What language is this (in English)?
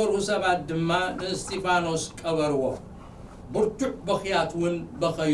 Tigrinya